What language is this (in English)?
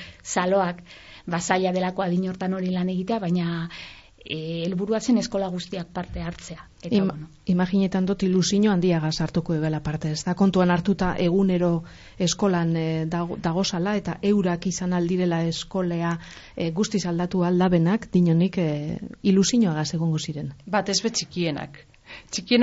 Basque